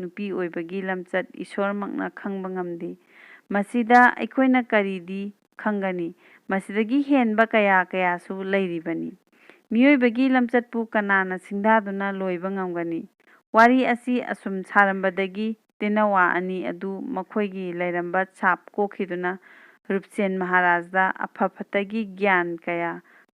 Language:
Manipuri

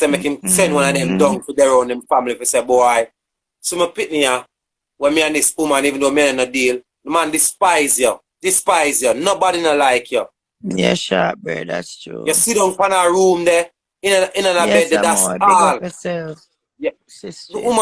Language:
Jamaican Creole English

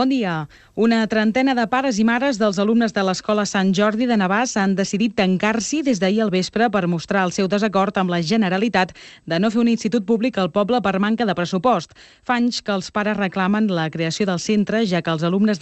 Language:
Catalan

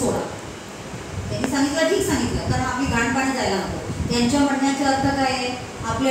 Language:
Marathi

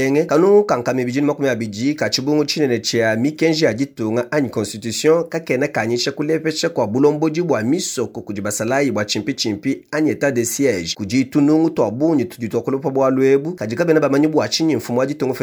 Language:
Luba-Lulua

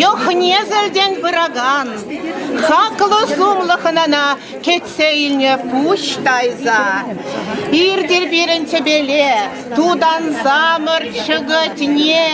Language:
Chuvash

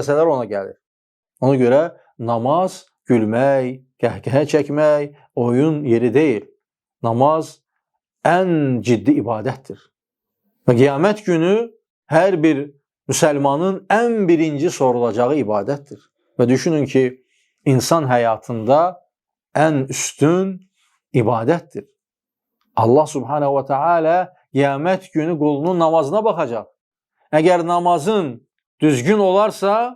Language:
Azerbaijani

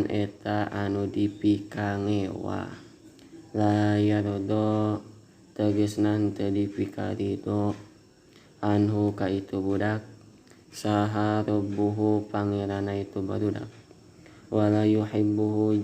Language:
Sundanese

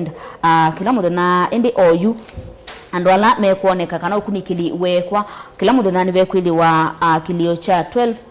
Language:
Kamba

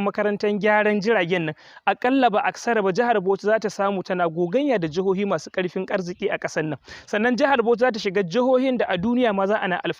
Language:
Hausa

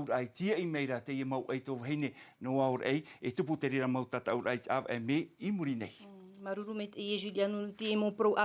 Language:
Tahitian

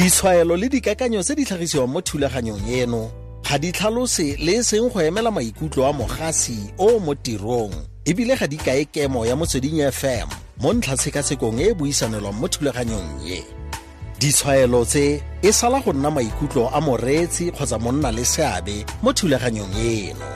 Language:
Tswana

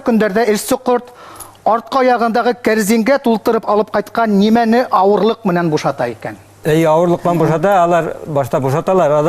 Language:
Bashkir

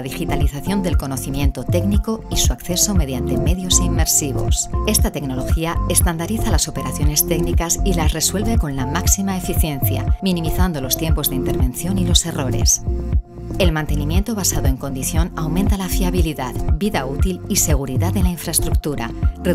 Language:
Spanish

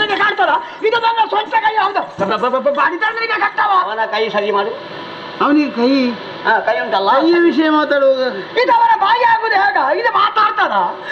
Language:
Kannada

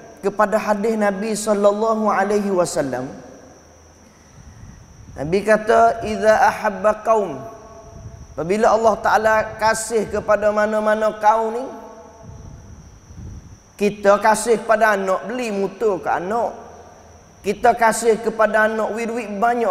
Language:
Malay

